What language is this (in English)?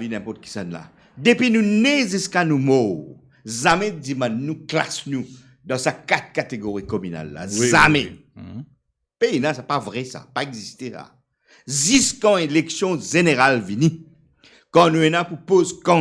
Morisyen